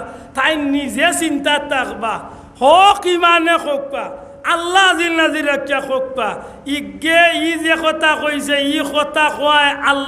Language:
Sylheti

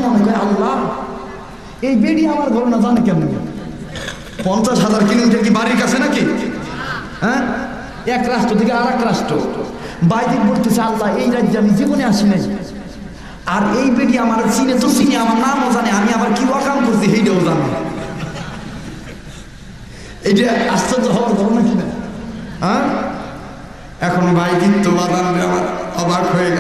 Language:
Bangla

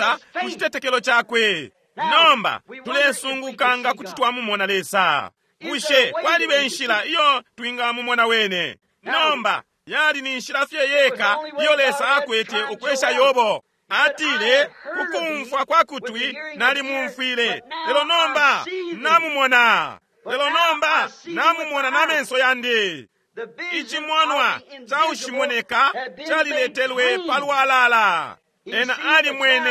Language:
Bemba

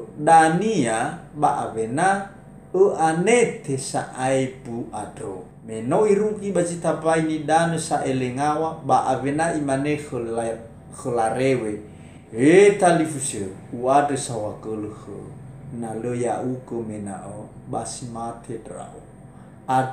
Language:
Nias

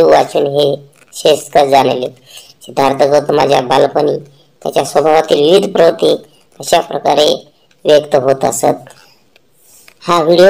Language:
Marathi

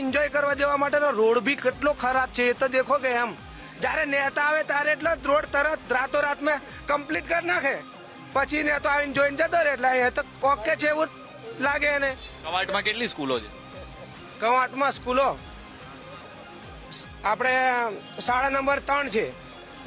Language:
Gujarati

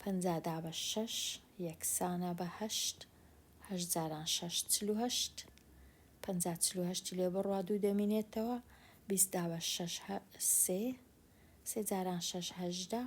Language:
Central Kurdish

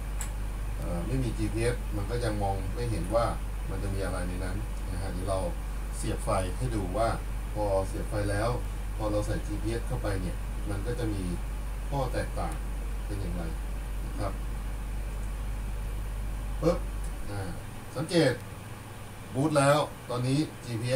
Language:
Thai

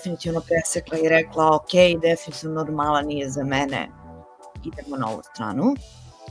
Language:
Serbian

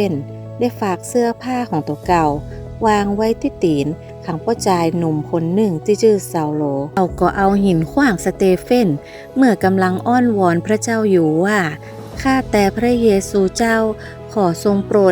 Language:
Northern Thai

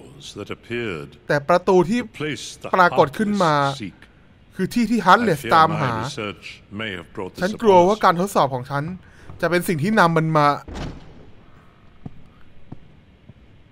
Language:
Thai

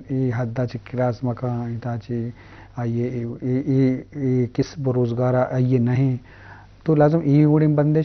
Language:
Eastern Balochi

